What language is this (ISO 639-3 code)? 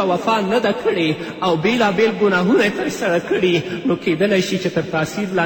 pus